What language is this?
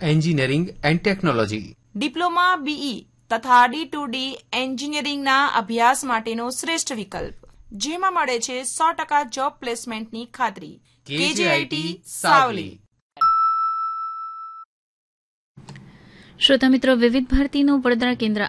Gujarati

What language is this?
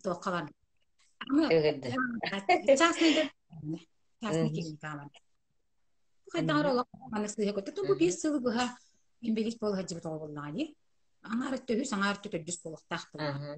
Yakut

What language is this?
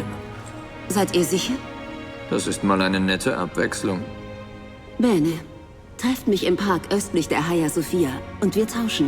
Bavarian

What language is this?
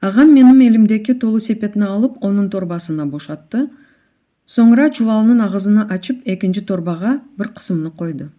Crimean Tatar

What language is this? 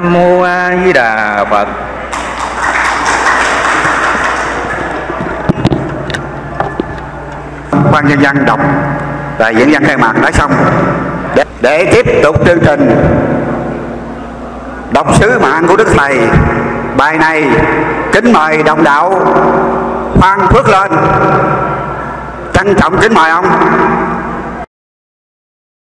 Vietnamese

